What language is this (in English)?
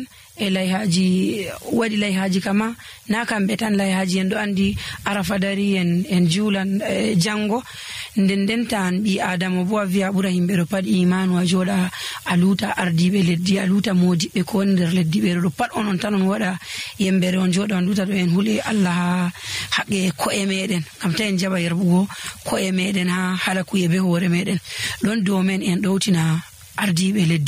Nigerian Fulfulde